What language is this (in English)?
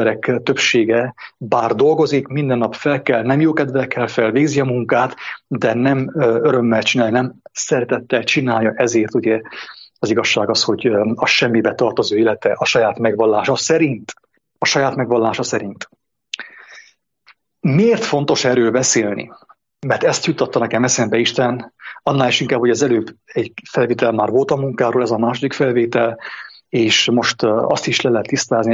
Hungarian